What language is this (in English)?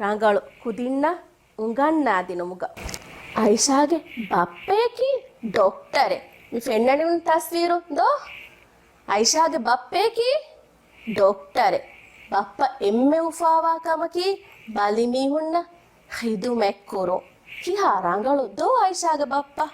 Divehi